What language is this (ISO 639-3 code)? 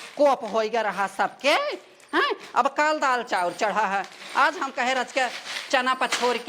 awa